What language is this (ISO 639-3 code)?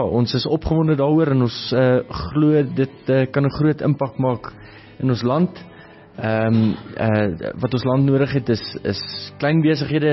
afr